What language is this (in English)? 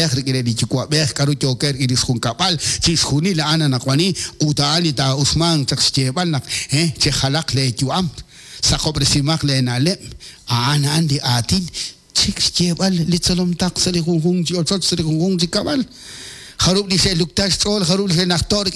Kekchí